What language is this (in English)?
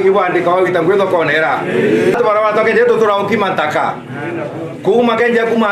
Meru